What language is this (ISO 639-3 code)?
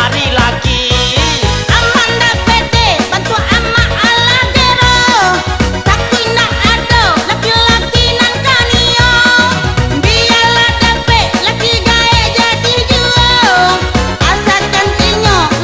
min